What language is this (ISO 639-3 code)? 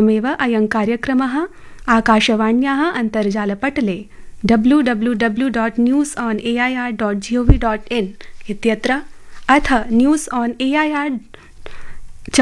san